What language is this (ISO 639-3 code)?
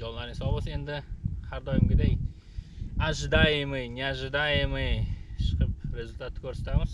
uzb